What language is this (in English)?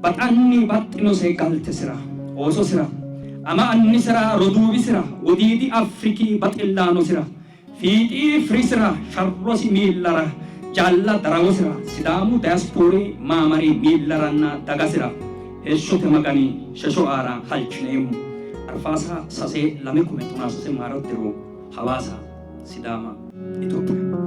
Sidamo